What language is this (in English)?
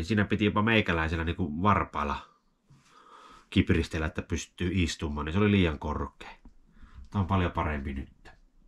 Finnish